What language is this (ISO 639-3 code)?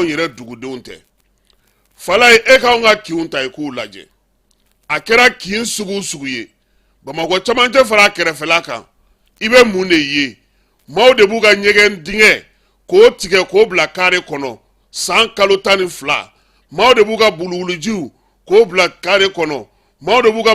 bam